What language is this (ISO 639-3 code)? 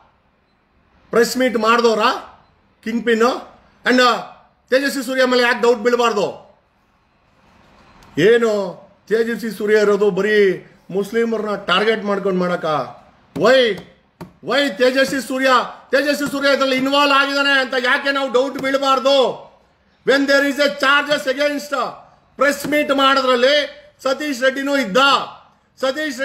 kan